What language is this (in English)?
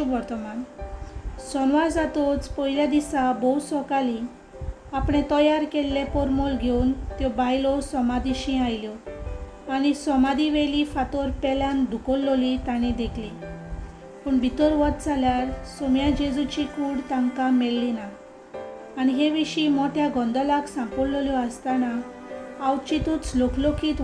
Konkani